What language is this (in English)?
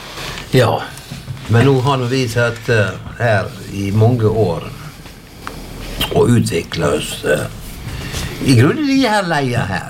Norwegian